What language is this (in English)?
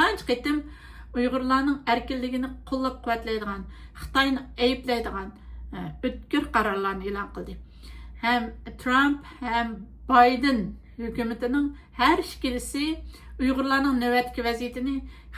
Uyghur